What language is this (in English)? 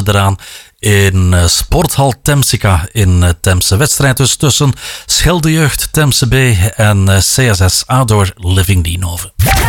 Dutch